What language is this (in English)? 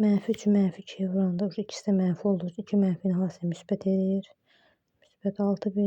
Azerbaijani